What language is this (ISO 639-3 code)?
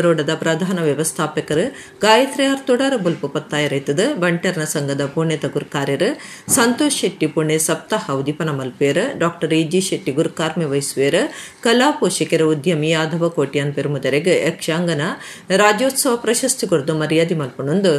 tcy